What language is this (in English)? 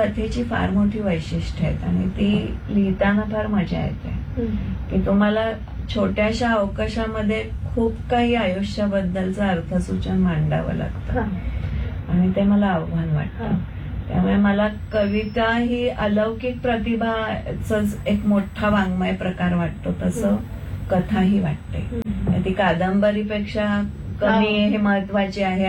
Marathi